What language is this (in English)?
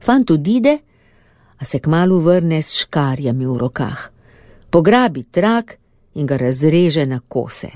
Slovenian